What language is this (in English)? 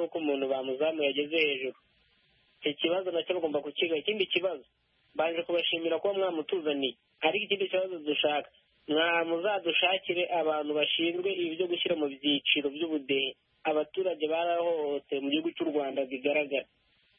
Kinyarwanda